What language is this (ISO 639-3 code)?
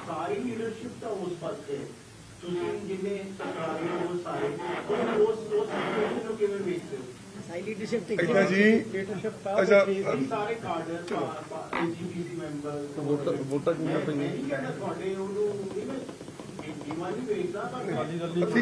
pan